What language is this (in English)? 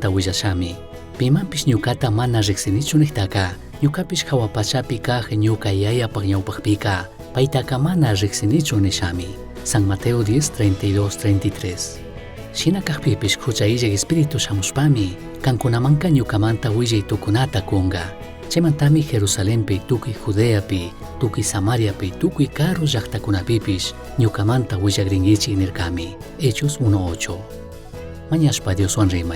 Chimborazo Highland Quichua